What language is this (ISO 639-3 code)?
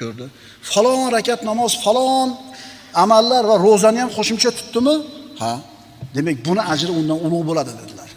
uzb